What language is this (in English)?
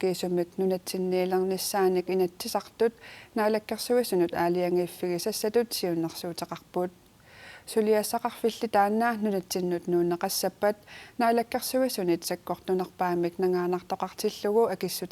Kalaallisut